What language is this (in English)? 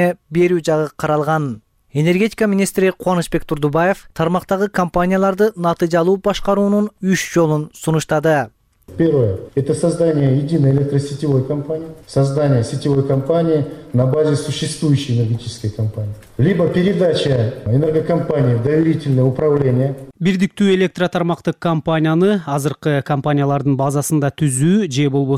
Kyrgyz